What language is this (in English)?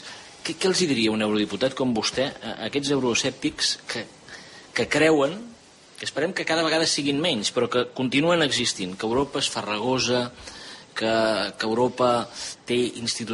Catalan